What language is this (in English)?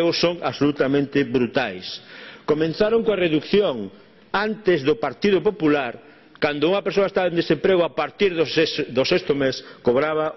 Galician